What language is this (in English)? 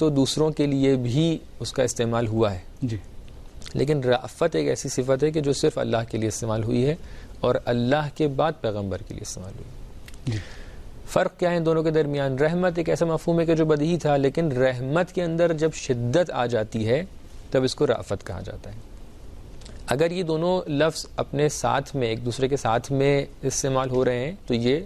Urdu